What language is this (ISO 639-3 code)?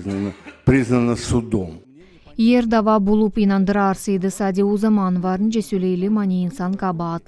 gag